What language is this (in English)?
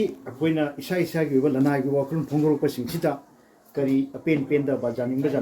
Manipuri